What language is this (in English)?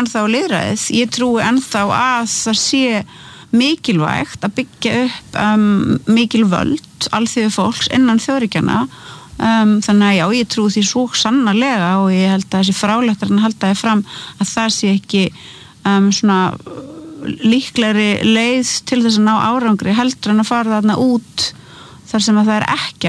Icelandic